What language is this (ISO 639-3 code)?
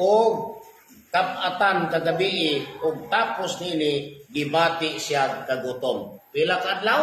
ceb